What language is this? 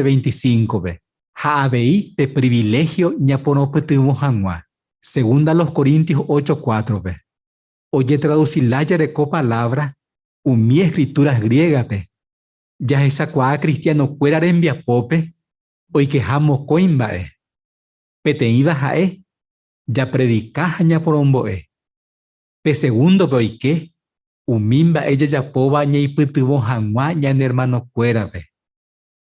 Guarani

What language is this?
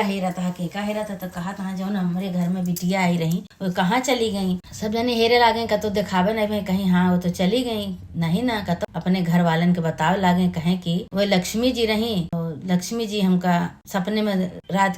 Awadhi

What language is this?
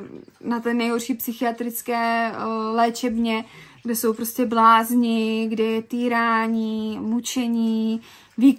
Czech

